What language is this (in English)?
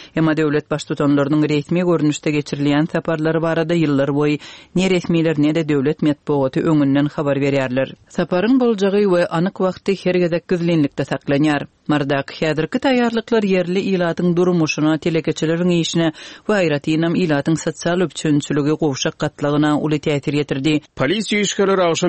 Turkmen